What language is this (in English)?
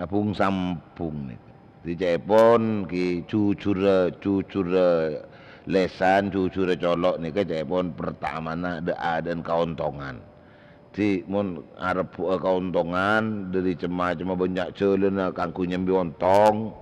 Madurese